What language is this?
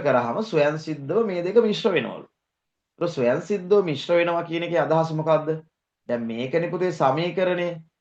Sinhala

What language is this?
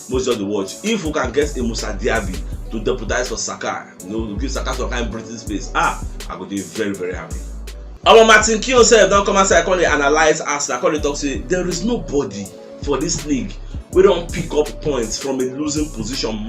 Nigerian Pidgin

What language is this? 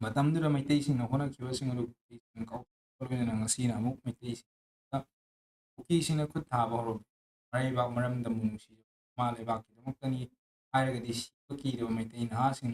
Manipuri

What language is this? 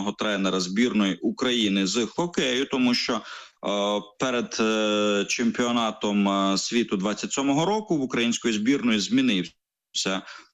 Ukrainian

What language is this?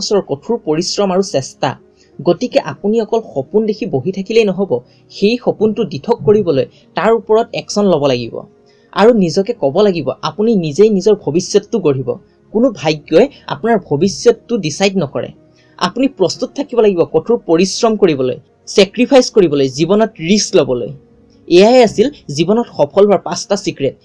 Assamese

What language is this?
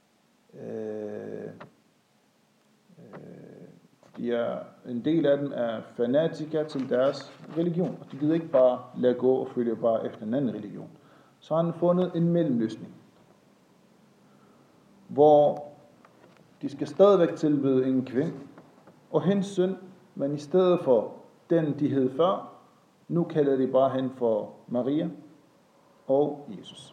Danish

